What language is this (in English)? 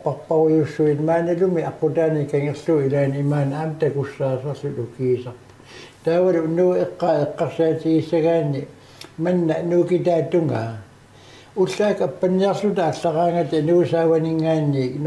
Kalaallisut